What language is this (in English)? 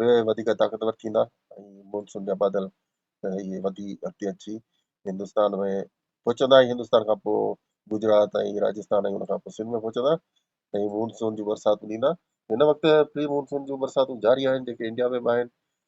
Sindhi